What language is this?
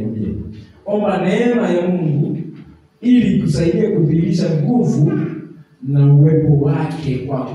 Swahili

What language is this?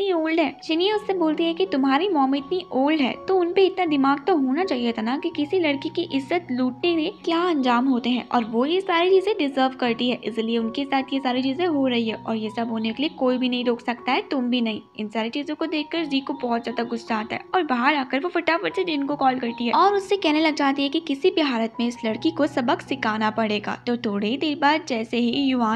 Hindi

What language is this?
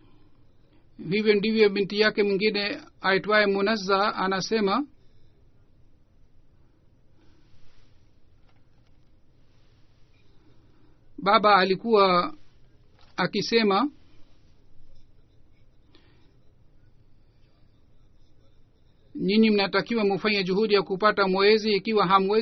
Swahili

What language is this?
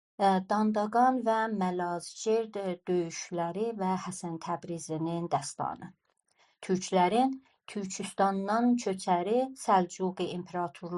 South Azerbaijani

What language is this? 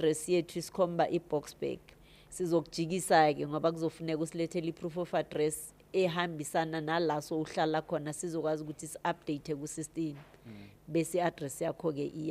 Zulu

